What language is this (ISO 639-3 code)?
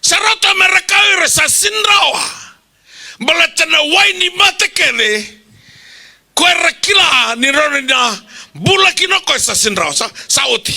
fij